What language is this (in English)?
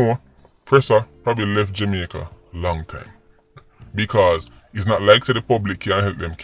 Jamaican Creole English